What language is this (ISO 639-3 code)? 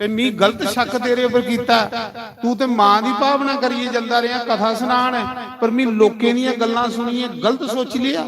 doi